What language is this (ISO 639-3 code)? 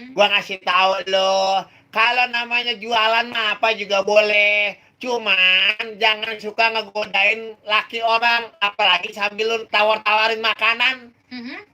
bew